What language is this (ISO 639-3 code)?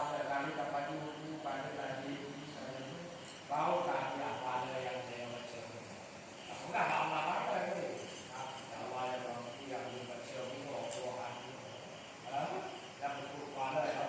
ace